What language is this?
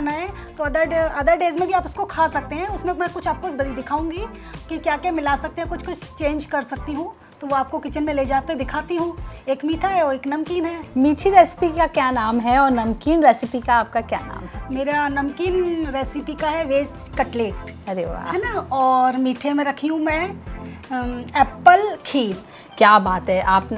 Hindi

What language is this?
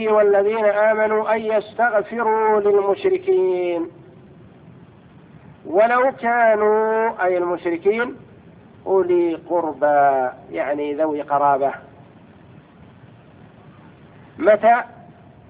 Arabic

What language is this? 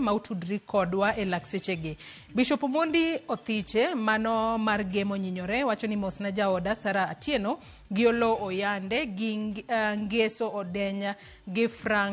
Luo (Kenya and Tanzania)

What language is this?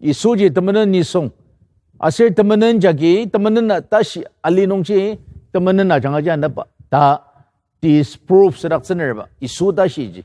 Ao Naga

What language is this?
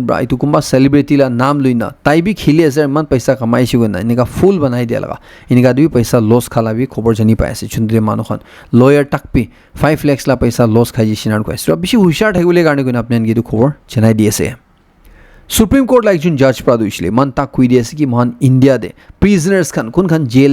Naga Pidgin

